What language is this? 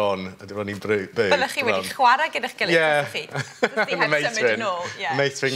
Welsh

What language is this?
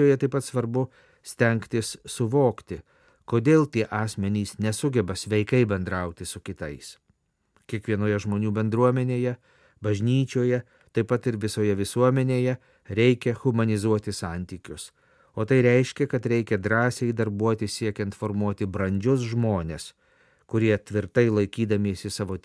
Lithuanian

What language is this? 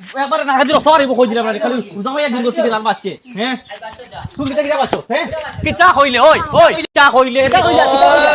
Sylheti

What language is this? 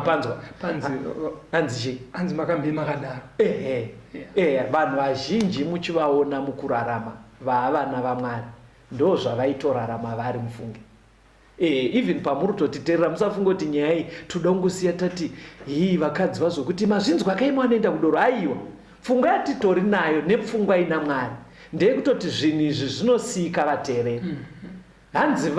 Shona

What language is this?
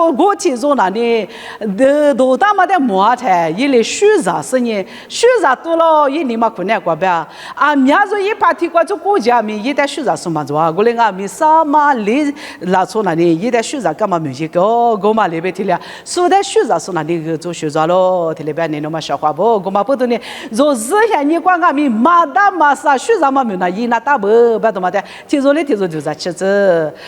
Lisu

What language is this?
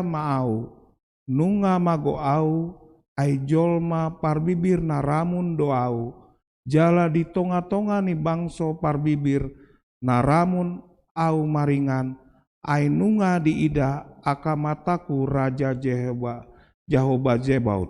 Batak Toba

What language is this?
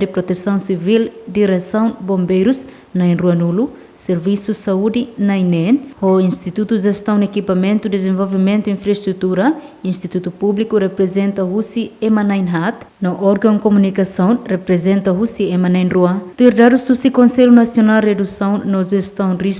Tetum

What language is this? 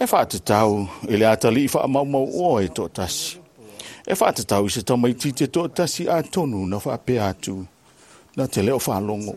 Samoan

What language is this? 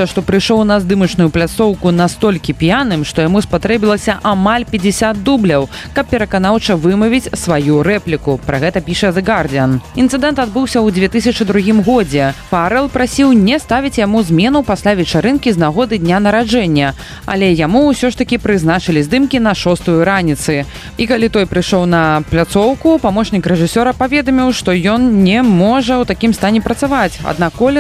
Belarusian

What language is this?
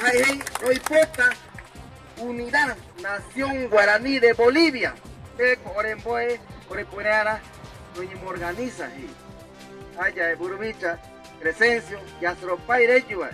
Guarani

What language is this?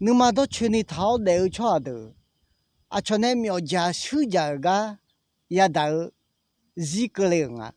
Akha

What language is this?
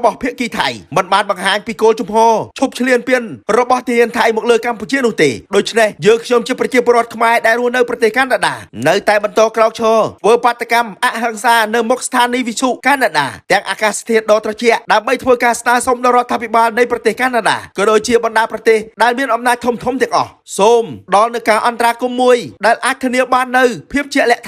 Khmer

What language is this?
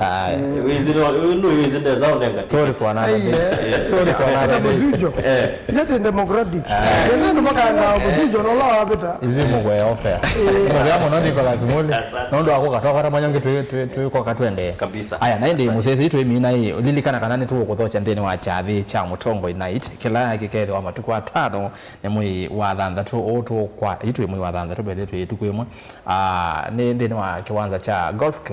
Kamba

